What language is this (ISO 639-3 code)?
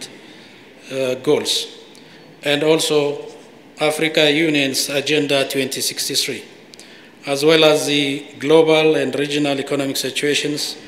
eng